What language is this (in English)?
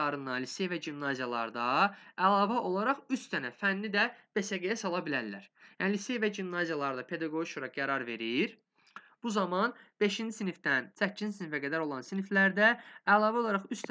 Azerbaijani